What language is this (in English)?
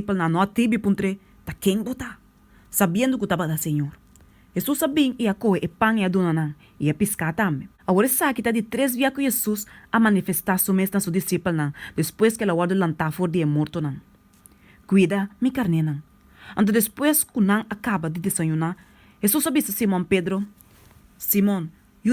Papiamento